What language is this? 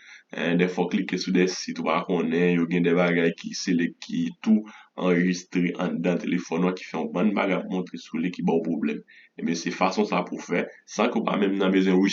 Haitian Creole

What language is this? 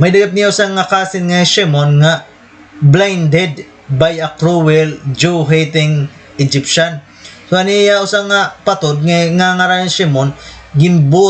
Waray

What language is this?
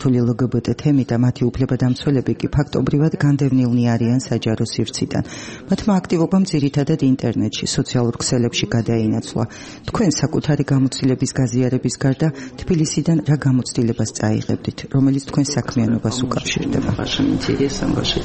Georgian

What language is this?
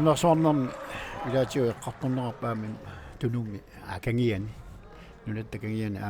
Kalaallisut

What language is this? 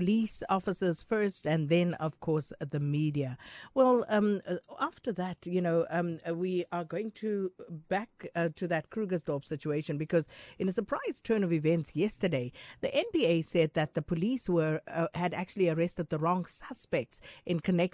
English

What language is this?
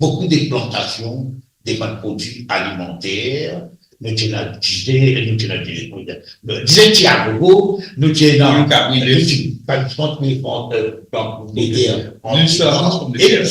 Morisyen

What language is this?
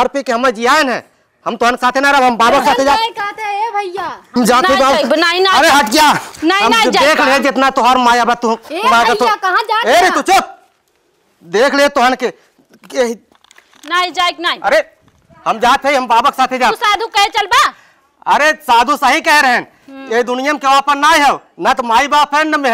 Awadhi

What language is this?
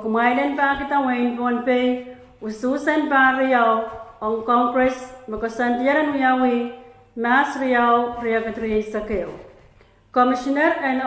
Pohnpeian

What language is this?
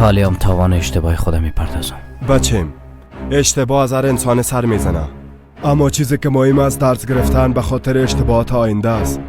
Persian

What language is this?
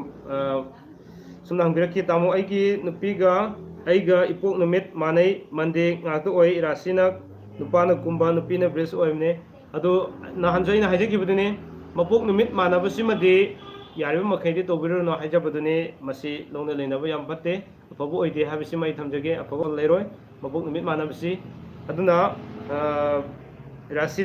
Manipuri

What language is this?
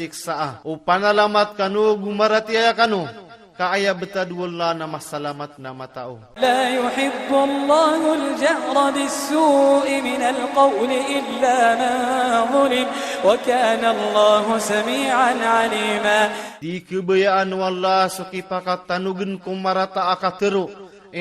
Maranao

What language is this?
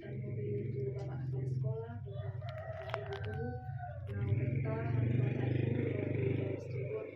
Batak Toba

